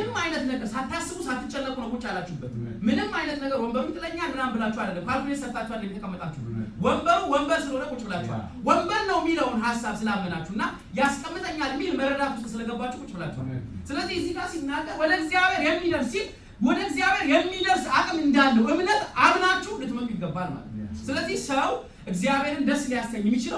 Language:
Amharic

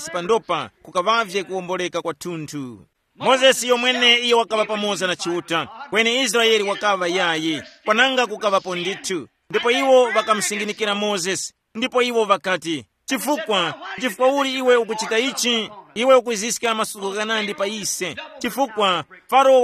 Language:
Tumbuka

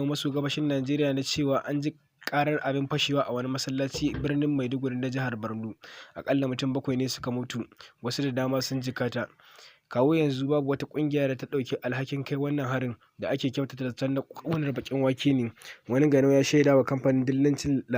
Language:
Hausa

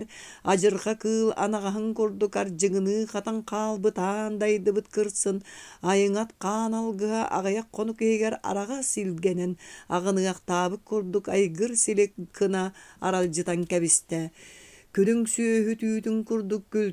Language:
Yakut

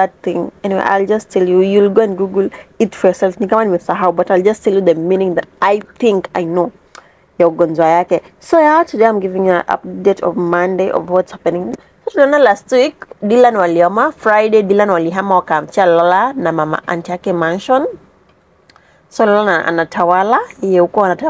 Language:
Swahili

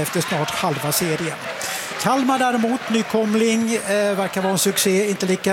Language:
Swedish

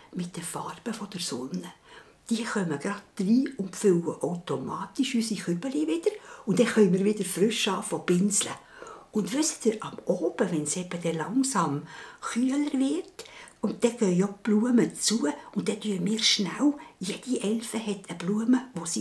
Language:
Swiss German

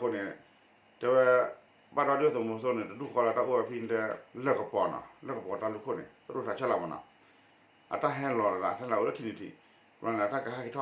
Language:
S'gaw Karen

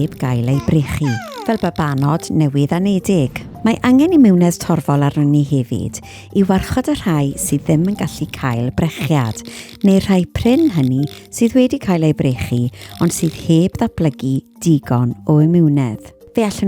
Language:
Welsh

